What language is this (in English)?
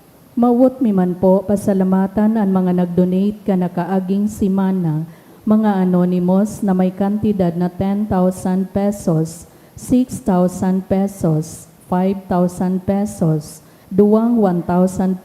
Bikol